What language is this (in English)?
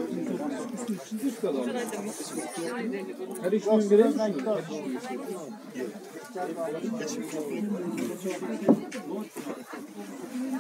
Kyrgyz